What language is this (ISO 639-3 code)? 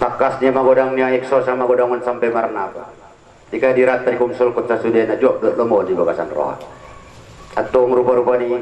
akb